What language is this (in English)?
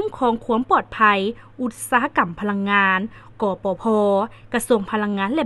Lao